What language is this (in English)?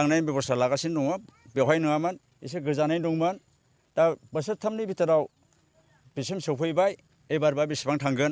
Bodo